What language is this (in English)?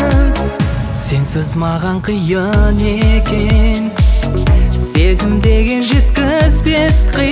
Kazakh